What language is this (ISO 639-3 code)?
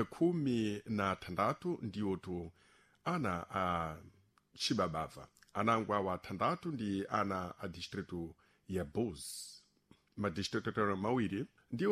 seh